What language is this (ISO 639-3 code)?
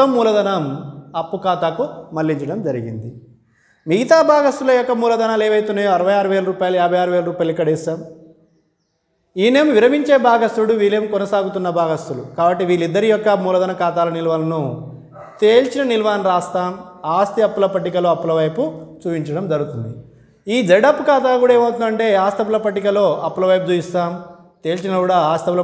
tel